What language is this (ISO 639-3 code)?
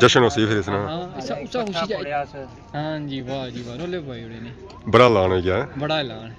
phr